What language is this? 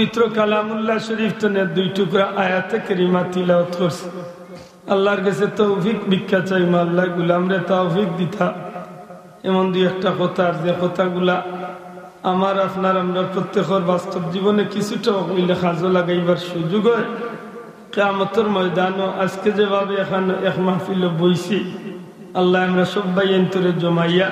Sylheti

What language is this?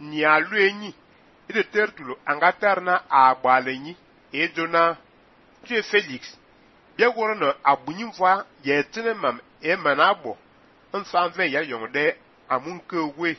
Fang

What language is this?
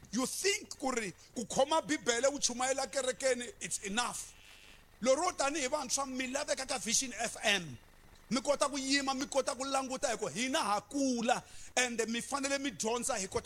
Tsonga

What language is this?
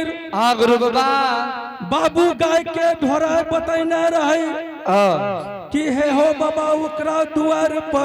Angika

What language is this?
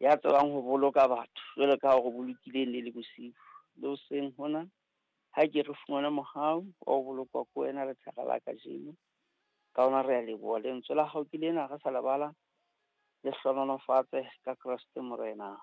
Southern Sotho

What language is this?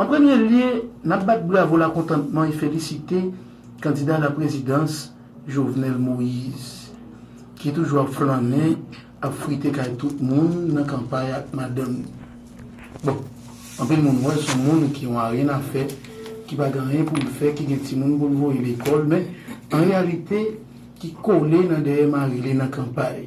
Haitian Creole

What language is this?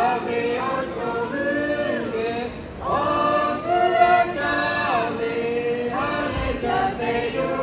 Lahu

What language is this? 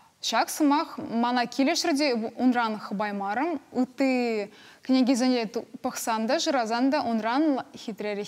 Chuvash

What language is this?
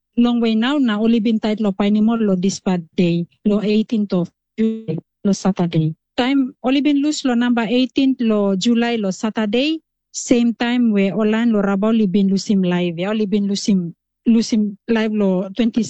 Tok Pisin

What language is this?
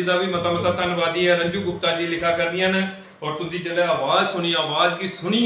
Dogri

